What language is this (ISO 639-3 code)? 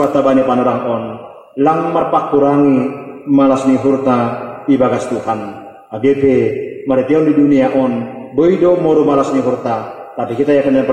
bts